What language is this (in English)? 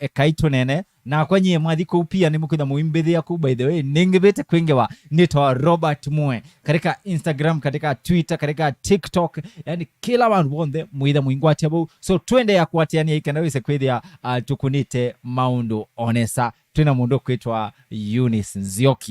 Kamba